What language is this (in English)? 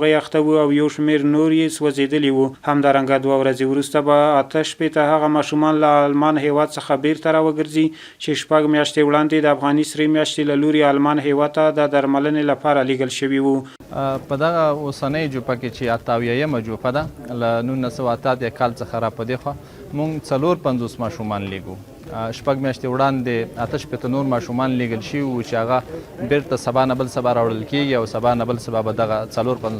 Pashto